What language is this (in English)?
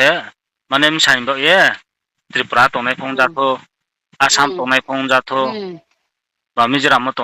Riang (India)